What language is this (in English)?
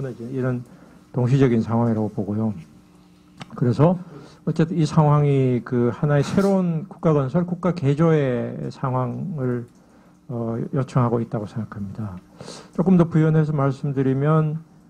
Korean